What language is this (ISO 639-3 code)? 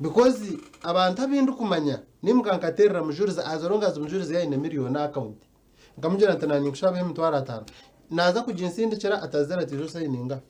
nyn